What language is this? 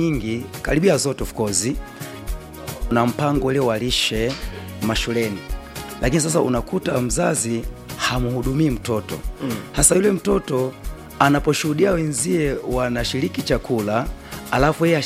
Swahili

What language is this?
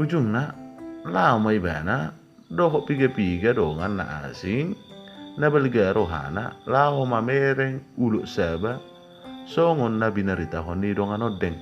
Batak Toba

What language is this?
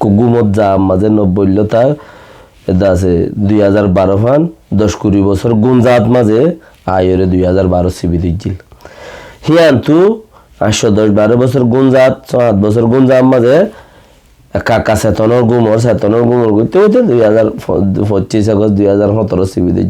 Rohingya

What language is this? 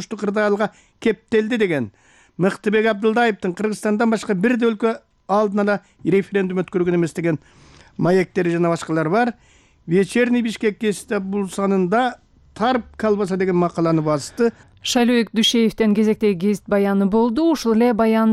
Kyrgyz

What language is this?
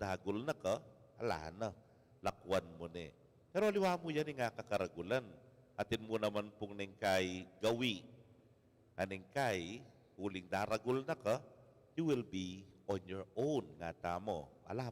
Pampanga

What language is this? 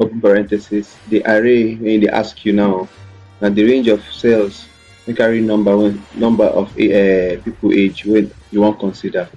Nigerian Pidgin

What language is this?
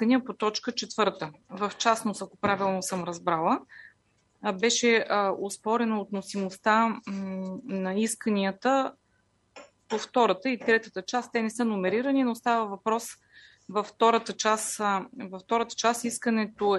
Bulgarian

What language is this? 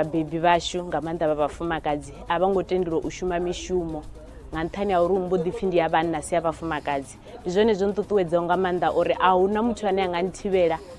Venda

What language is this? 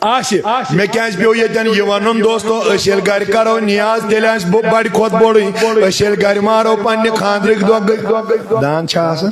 Kashmiri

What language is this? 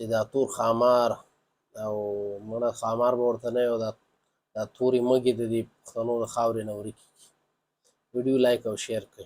Pashto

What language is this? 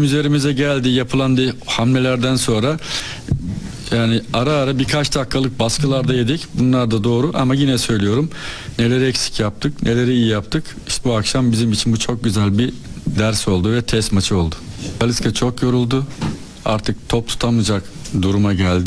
Turkish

